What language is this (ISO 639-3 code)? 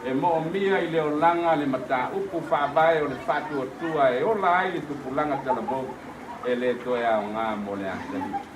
smo